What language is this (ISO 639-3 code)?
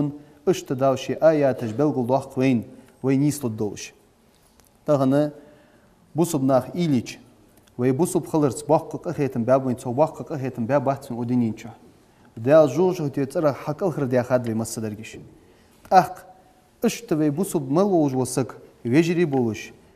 inh